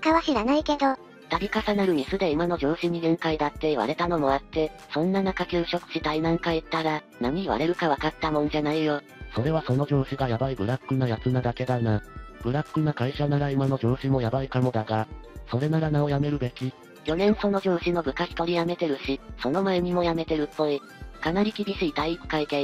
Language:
Japanese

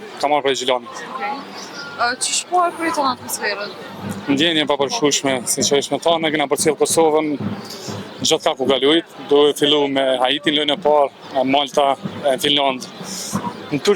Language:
Albanian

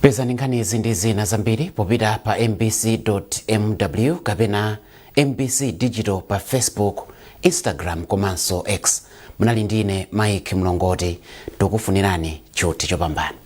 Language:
Nyanja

